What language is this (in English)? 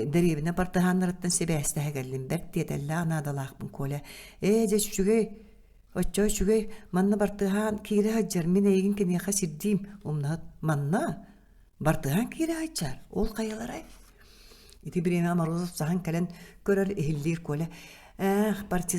Yakut